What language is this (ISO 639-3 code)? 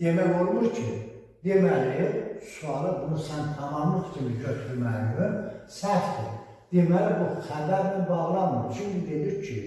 aze